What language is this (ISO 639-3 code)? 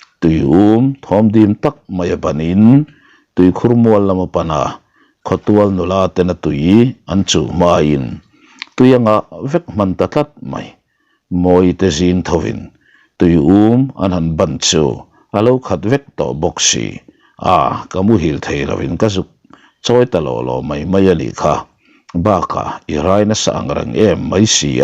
lus